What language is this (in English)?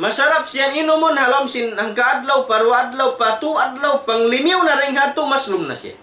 Tausug